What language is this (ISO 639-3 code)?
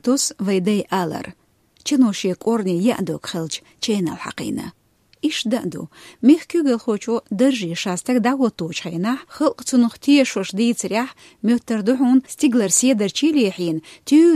che